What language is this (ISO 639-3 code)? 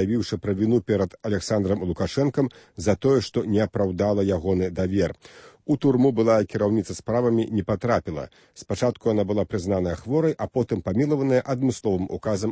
bel